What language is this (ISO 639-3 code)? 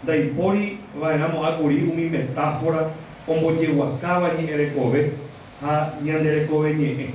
grn